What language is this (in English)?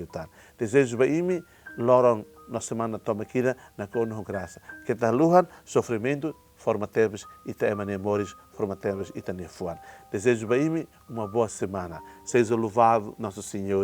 Tetum